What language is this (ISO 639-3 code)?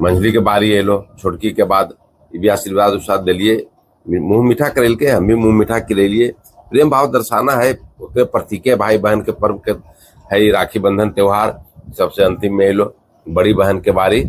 mag